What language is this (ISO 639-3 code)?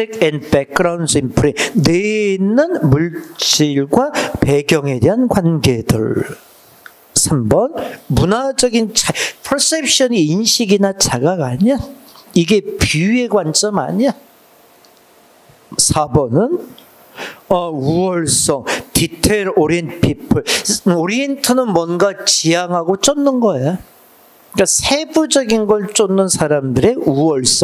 kor